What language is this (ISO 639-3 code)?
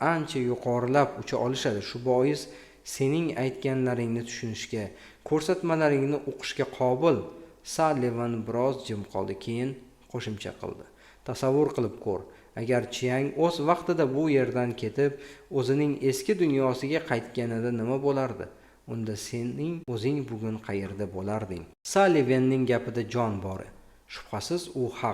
uzb